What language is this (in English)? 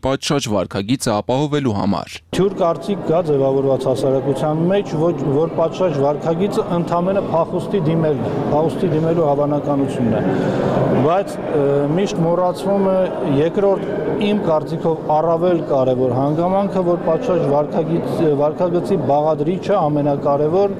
Armenian